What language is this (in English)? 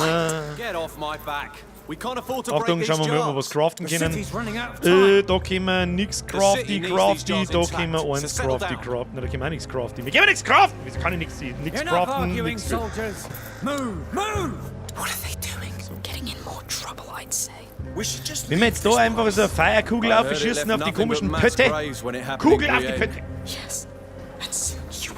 Bavarian